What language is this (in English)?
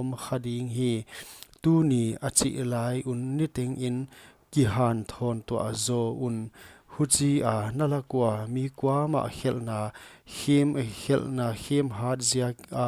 Paite Chin